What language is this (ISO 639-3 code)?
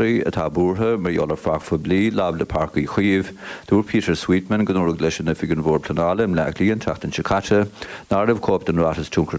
gle